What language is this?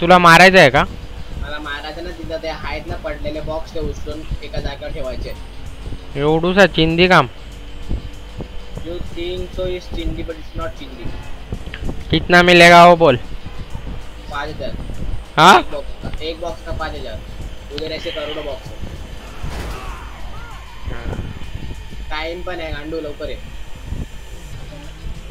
Marathi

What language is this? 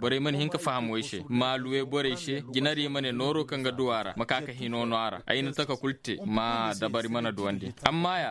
Koyraboro Senni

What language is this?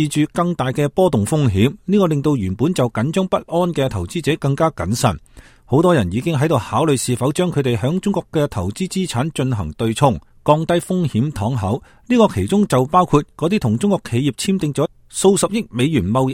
Cantonese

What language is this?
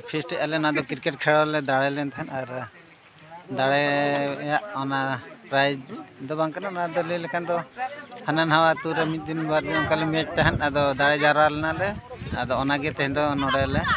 Santali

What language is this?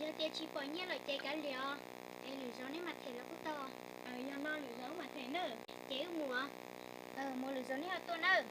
Hmong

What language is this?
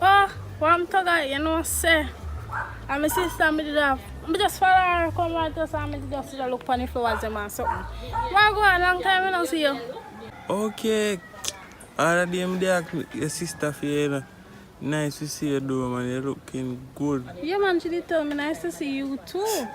Jamaican Creole English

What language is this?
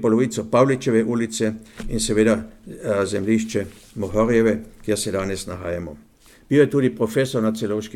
Slovenian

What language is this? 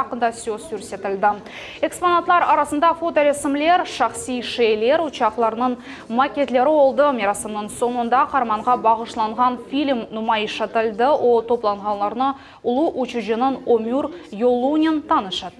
Crimean Tatar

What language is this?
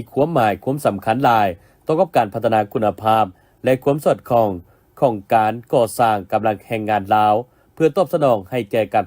Lao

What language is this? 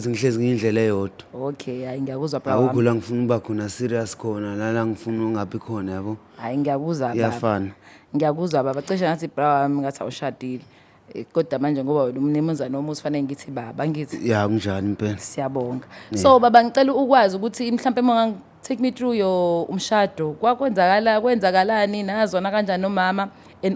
Zulu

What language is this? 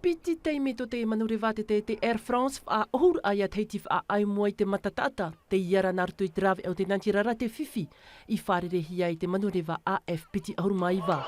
Tahitian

